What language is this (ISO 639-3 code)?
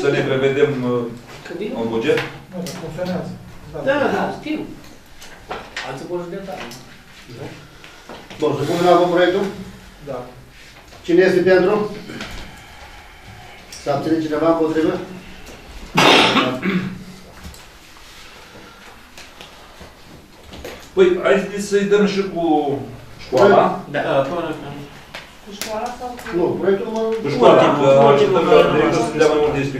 ron